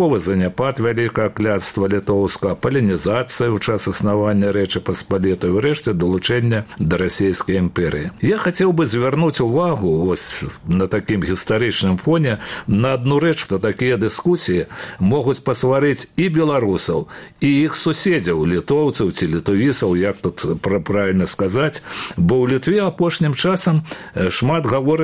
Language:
Belarusian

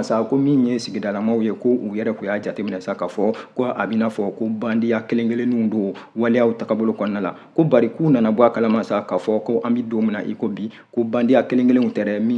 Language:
Bambara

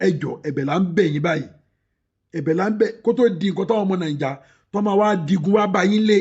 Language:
Yoruba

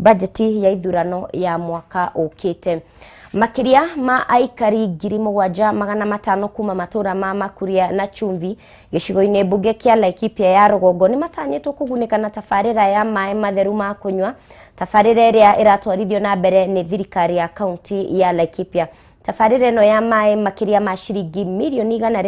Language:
Kikuyu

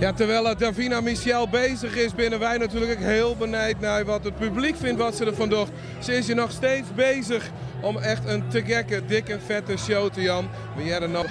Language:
Western Frisian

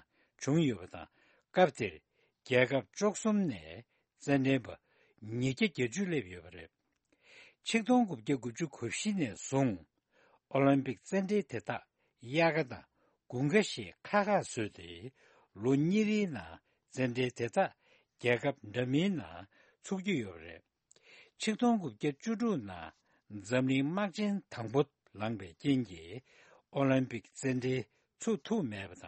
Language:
Tibetan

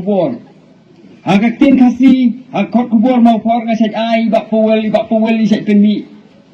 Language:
Khasi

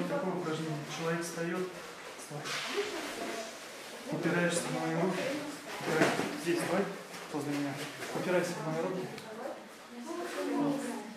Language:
Russian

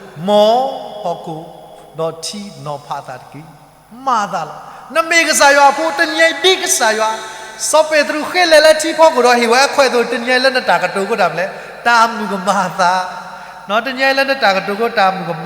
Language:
S'gaw Karen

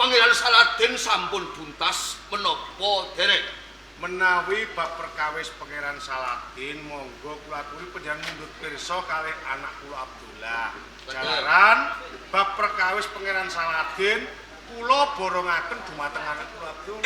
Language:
Javanese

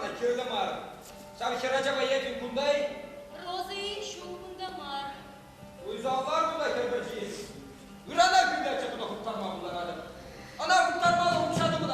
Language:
Chuvash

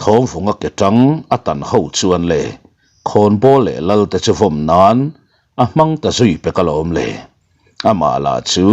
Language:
Mizo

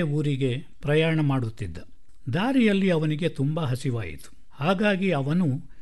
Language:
Kannada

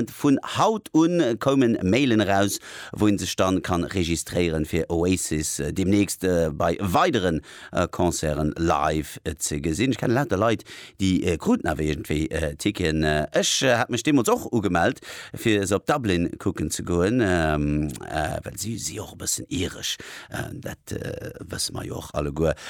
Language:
Luxembourgish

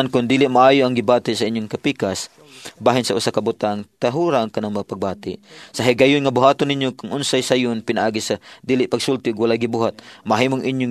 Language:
Cebuano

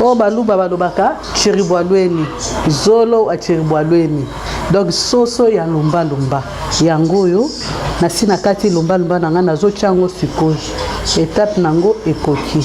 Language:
Lingala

